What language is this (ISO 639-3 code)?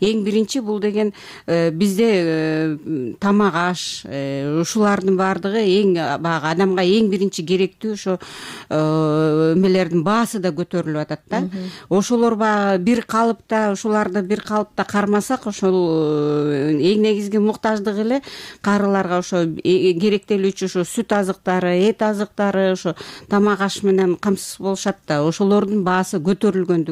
kir